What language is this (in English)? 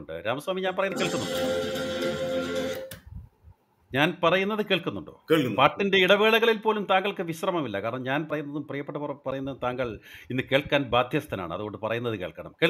Malayalam